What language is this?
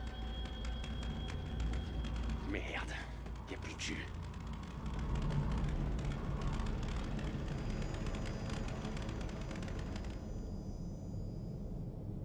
French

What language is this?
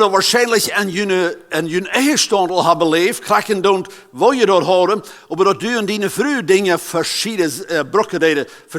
Plautdietsch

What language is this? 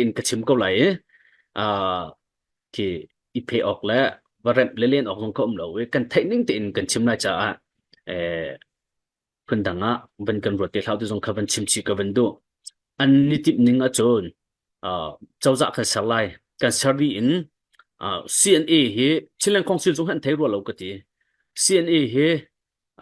Hakha Chin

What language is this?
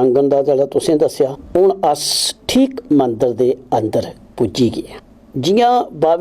Dogri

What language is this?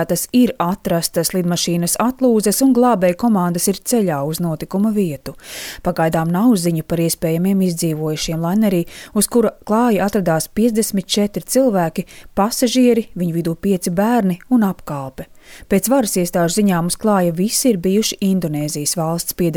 Latvian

